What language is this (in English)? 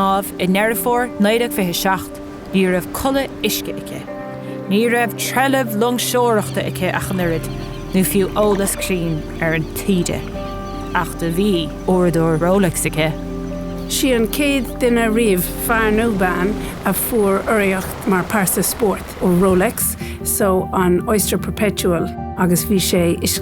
Irish